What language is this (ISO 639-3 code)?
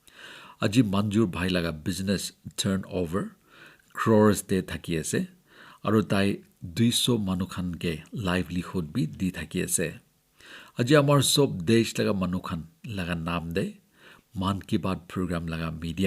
nag